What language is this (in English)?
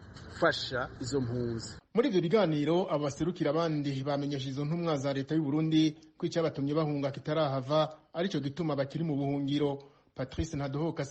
Rundi